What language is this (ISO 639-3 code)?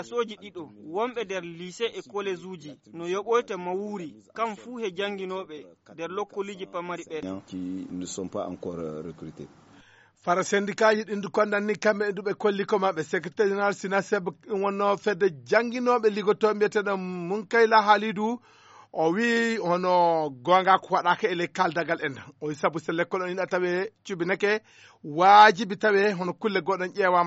ful